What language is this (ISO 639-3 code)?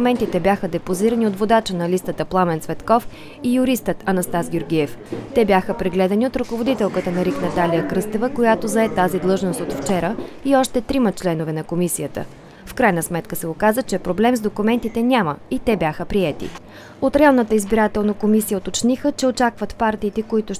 bul